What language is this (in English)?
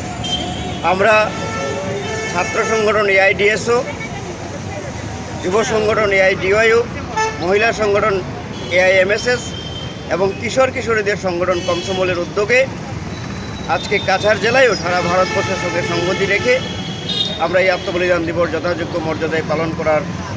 Bangla